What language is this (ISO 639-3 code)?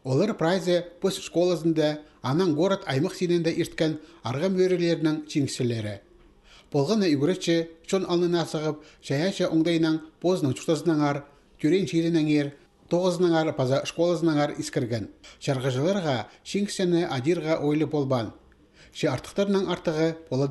kjh